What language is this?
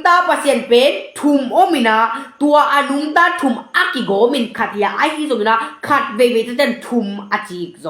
Tedim Chin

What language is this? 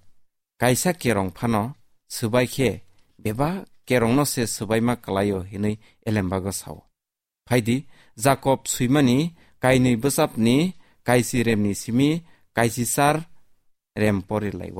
Kok Borok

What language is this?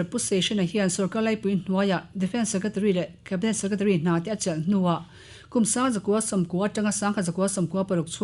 Mizo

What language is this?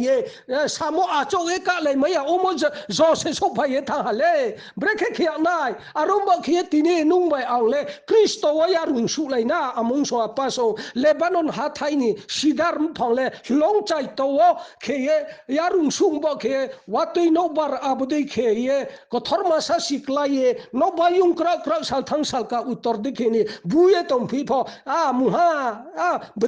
Riang (India)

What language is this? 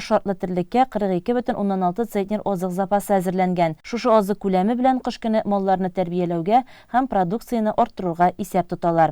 Tatar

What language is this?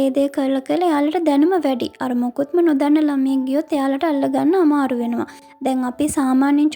Sinhala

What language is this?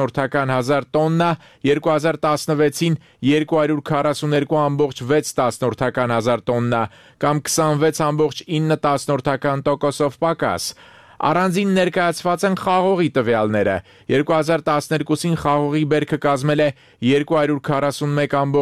Armenian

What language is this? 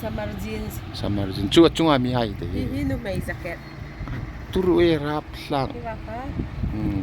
Hmar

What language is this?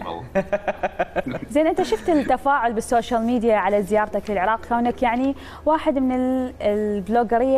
Mesopotamian Arabic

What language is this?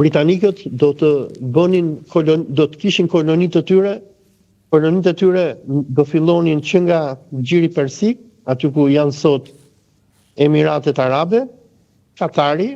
Albanian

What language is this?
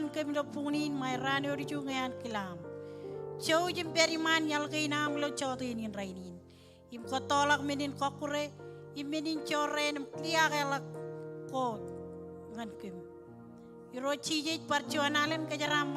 Marshallese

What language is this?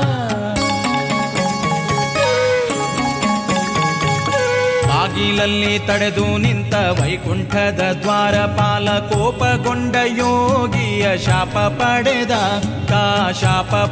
Kannada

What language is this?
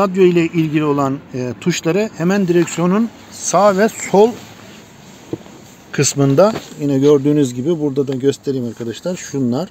Turkish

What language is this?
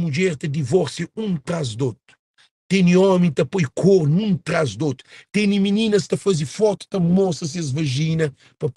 Kabuverdianu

